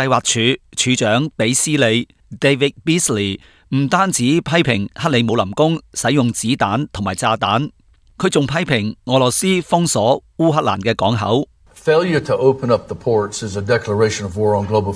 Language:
Cantonese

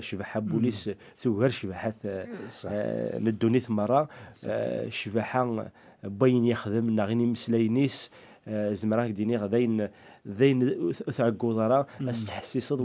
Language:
Kabyle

